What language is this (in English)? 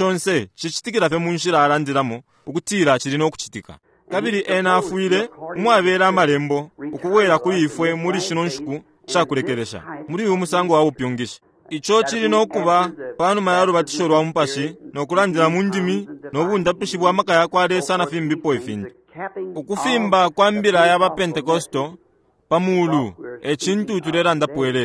Bemba